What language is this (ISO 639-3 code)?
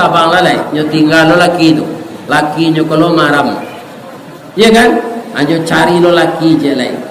min